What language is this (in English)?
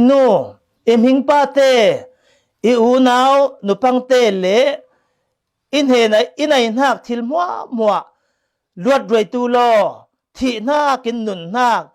Falam Chin